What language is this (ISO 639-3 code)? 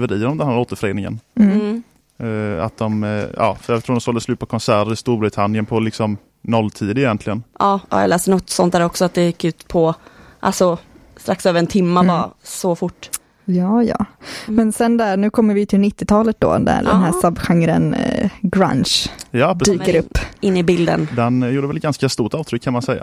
swe